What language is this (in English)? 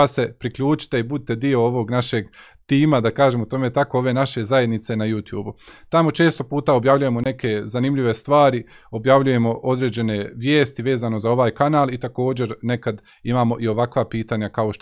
Bosnian